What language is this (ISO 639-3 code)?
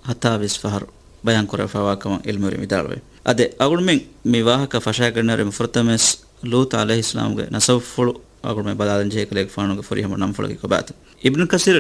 div